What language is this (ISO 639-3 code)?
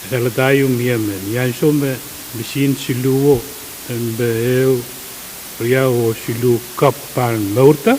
pon